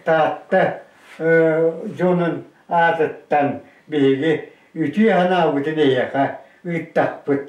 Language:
Yakut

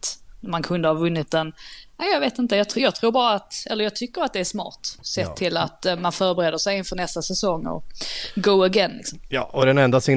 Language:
Swedish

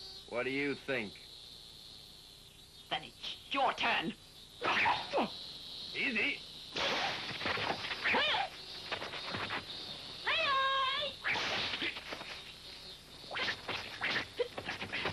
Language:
English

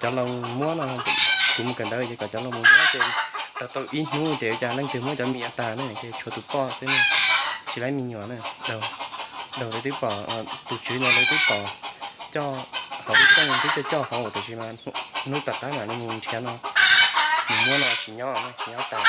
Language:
Hmong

